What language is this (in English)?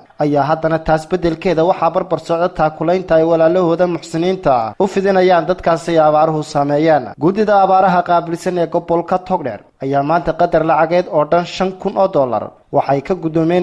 Somali